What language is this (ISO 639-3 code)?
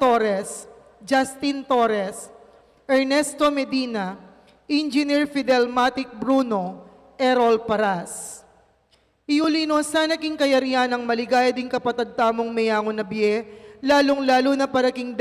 pam